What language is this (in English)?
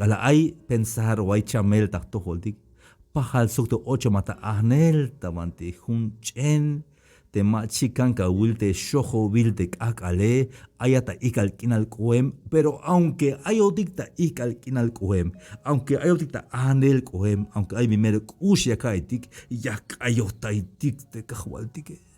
Tzeltal